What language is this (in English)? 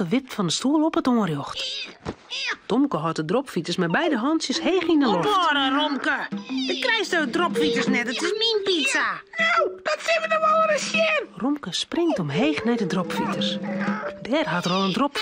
Western Frisian